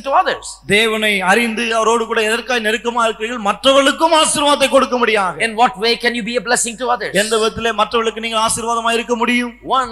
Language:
Tamil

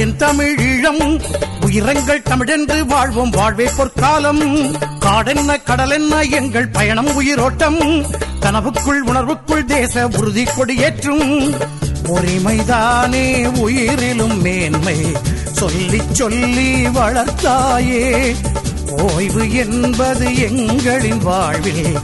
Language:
Tamil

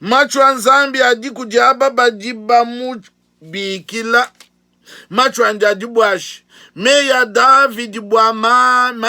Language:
Luba-Lulua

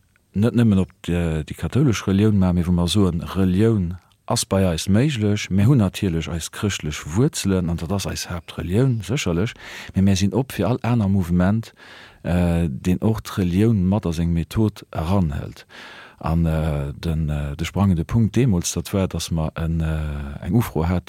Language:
Luxembourgish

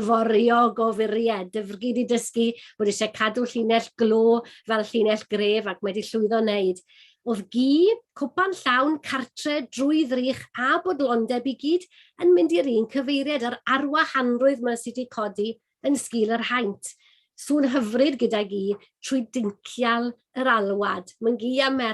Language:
Welsh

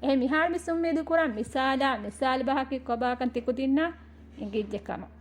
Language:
Divehi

